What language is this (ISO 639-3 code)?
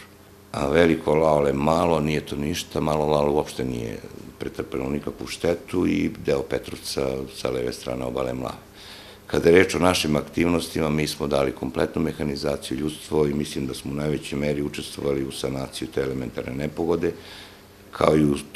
srp